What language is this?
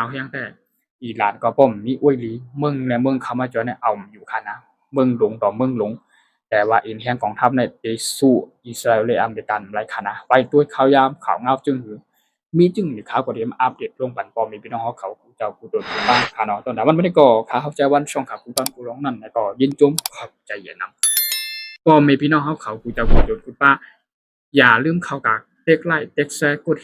Shan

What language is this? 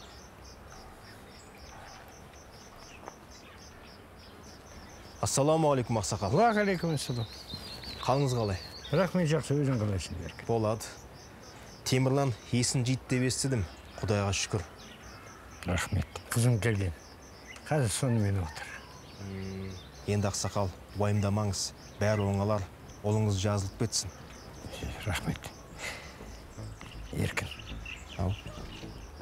Kazakh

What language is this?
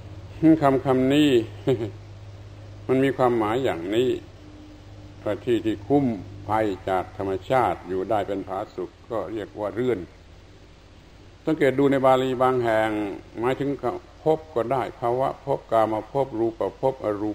Thai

